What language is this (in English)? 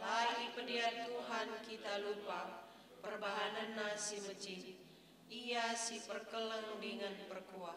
Batak Karo